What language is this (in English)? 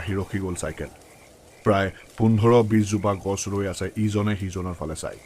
Assamese